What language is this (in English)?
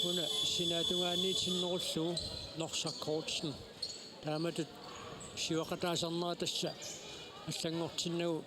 Kalaallisut